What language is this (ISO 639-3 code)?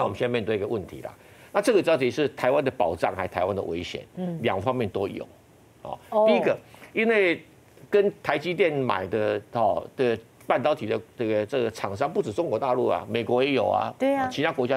zho